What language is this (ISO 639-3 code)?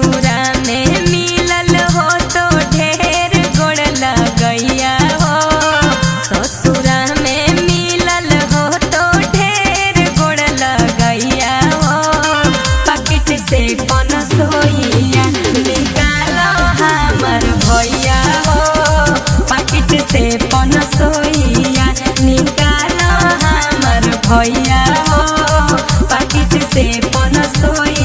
mag